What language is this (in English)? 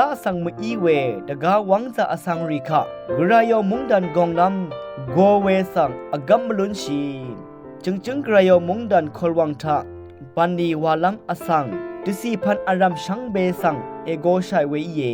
Rawang